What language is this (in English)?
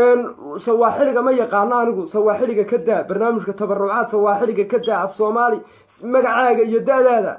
Somali